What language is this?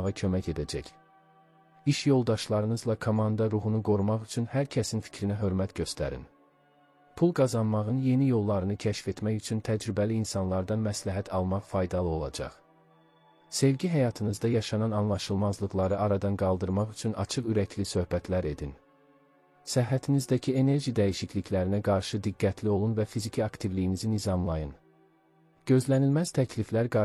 Azerbaijani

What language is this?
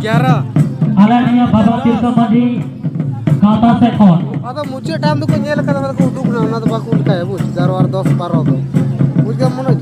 Santali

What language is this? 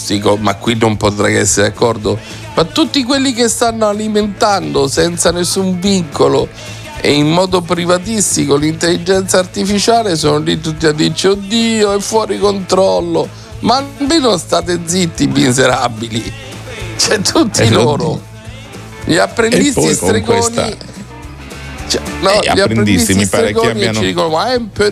Italian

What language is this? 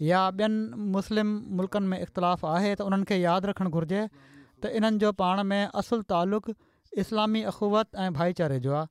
Sindhi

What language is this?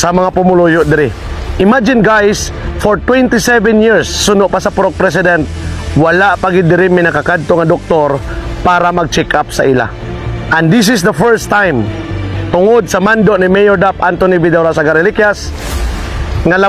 Hiligaynon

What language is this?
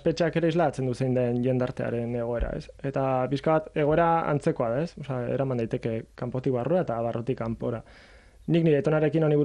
Basque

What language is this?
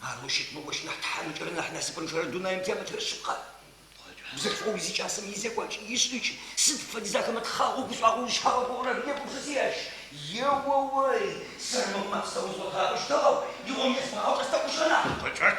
Adyghe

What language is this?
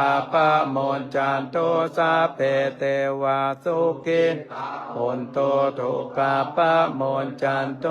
Pali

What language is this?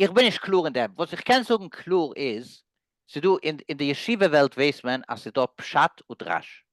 Yiddish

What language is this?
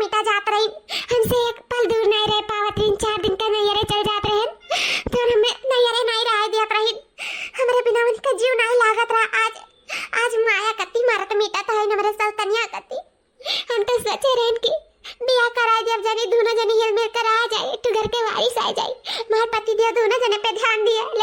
Awadhi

